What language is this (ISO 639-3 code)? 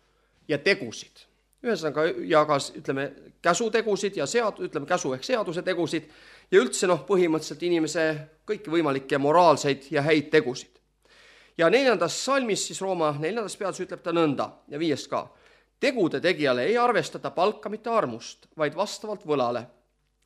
est